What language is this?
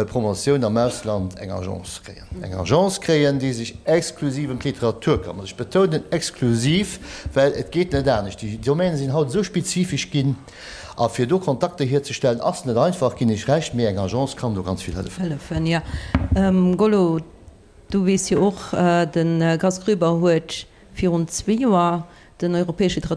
Luxembourgish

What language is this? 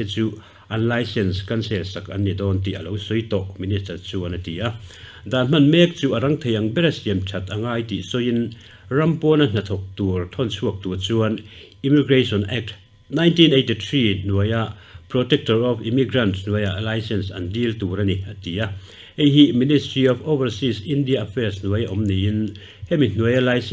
Mizo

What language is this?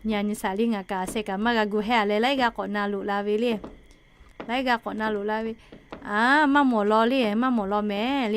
Lahu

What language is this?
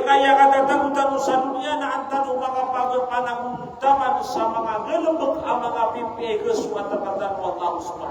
Maranao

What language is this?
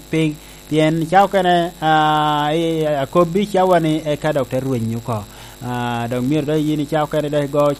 Lango (Uganda)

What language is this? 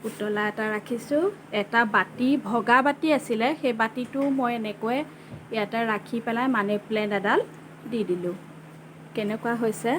Assamese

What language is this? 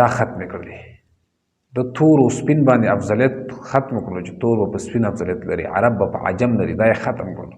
Pashto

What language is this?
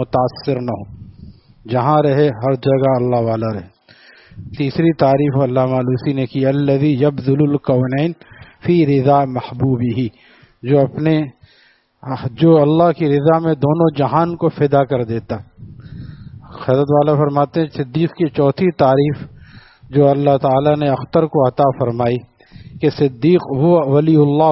Urdu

